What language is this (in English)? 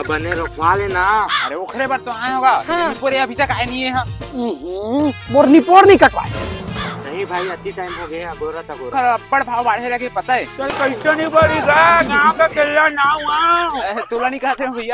Chhattisgarhi